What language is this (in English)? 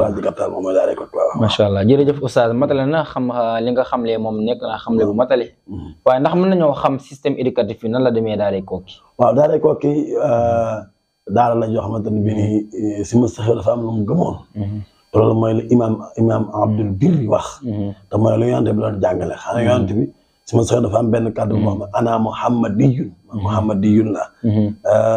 Wolof